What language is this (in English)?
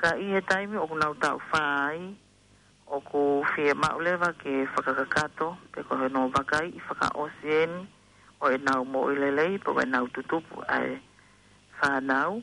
Tongan